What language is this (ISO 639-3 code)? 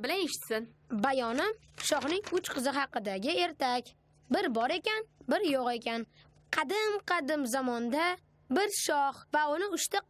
uzb